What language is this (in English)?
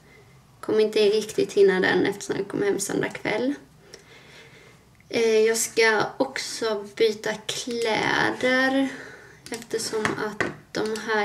Swedish